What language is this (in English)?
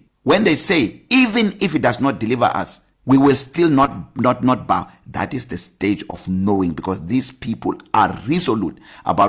English